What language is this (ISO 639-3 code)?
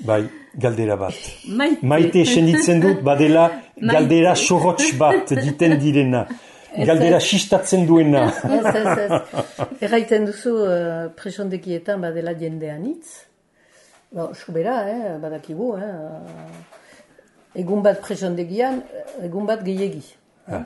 eus